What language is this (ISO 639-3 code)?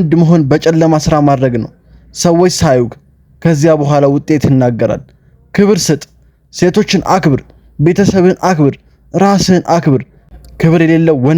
amh